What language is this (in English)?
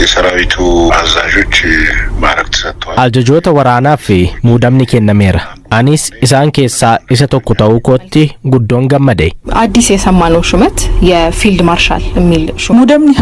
Oromo